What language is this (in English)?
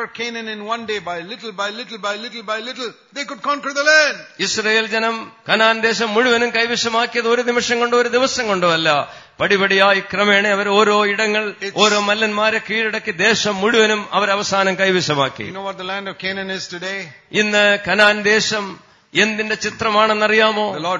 Malayalam